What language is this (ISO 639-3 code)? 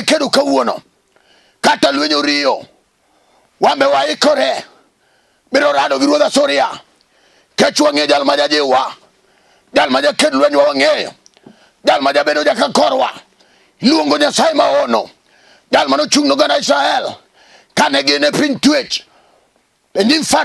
luo